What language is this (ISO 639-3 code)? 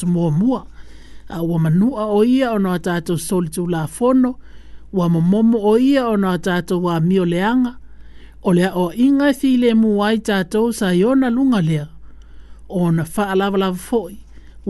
smo